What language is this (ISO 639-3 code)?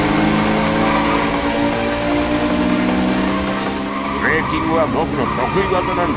jpn